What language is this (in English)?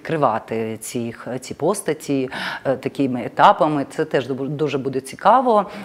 Ukrainian